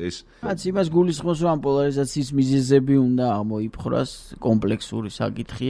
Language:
Georgian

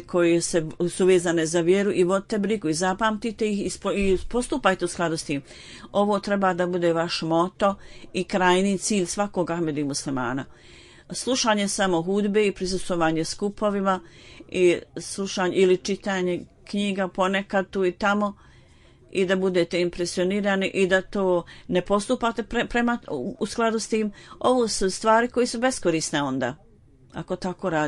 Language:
Bosnian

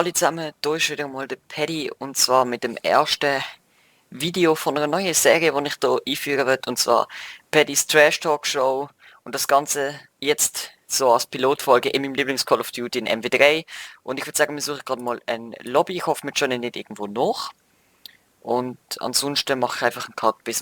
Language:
Swiss German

